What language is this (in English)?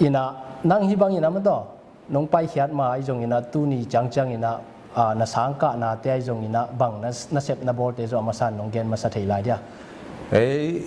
Tedim Chin